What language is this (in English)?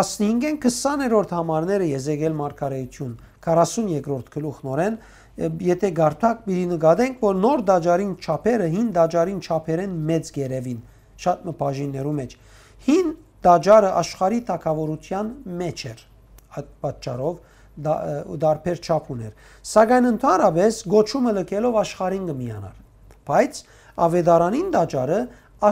Western Armenian